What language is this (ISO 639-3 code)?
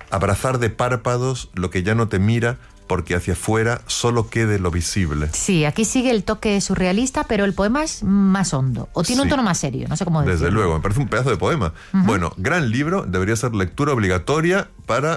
spa